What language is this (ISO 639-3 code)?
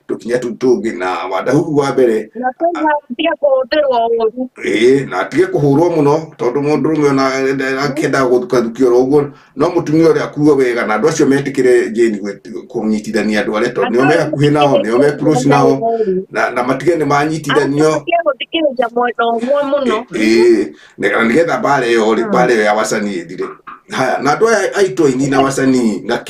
kik